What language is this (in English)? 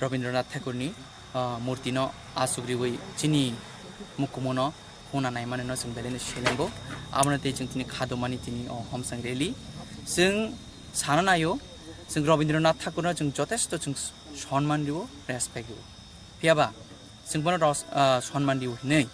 Kok Borok